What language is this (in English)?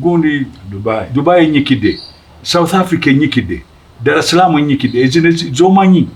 Ganda